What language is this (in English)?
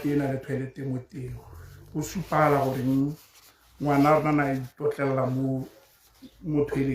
Tswana